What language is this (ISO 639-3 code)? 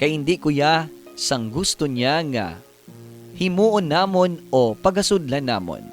hil